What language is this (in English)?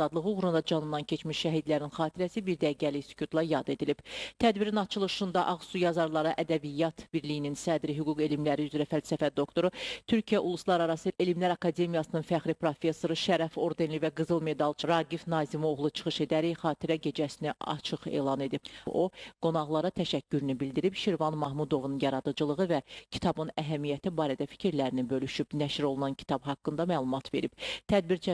Azerbaijani